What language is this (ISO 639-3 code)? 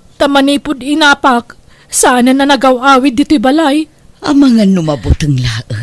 ilo